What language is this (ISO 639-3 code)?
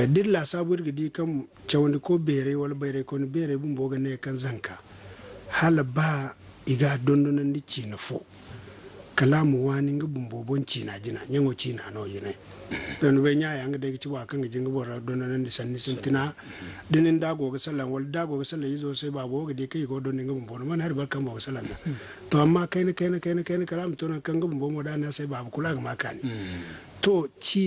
dje